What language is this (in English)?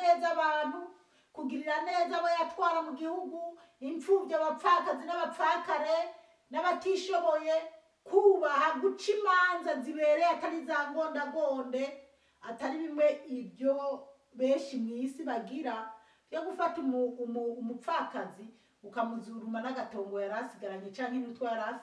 Rundi